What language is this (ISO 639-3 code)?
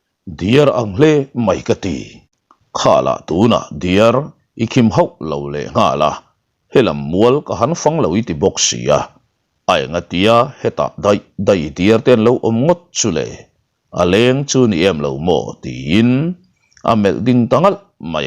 lus